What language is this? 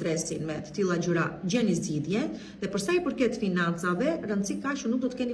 Albanian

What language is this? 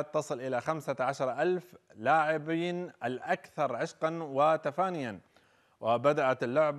Arabic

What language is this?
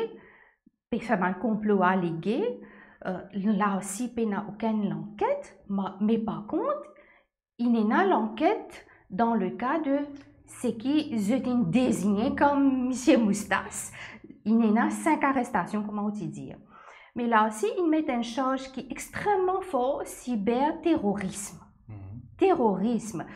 Morisyen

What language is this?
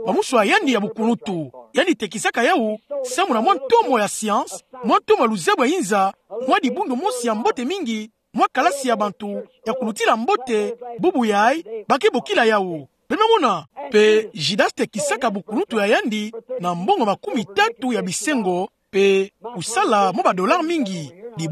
Kituba (Democratic Republic of Congo)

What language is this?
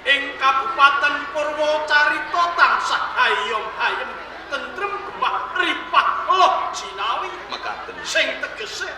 Javanese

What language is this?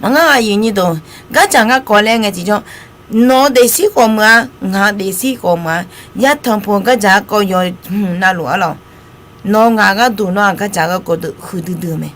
Akha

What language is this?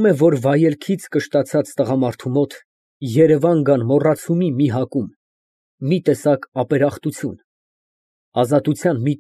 Armenian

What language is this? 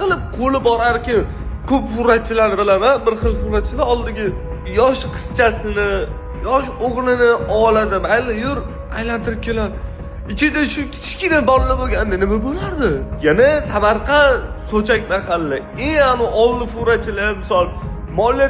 Uzbek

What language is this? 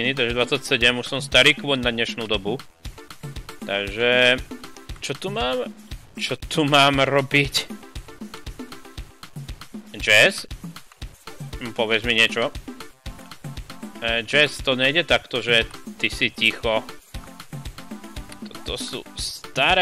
Slovak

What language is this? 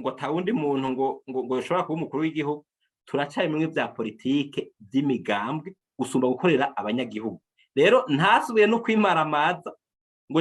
Rundi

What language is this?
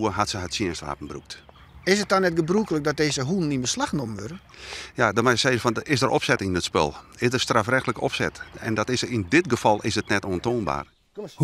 Western Frisian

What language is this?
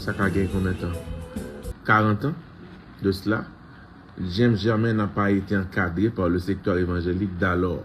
Haitian Creole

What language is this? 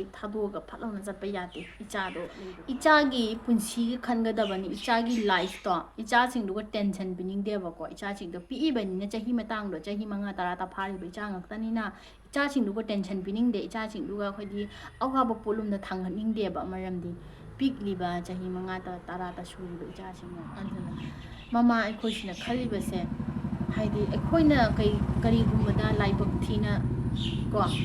Manipuri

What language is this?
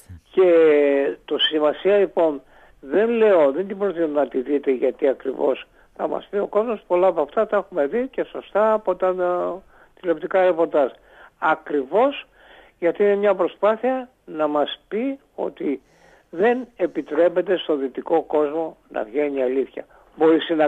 Greek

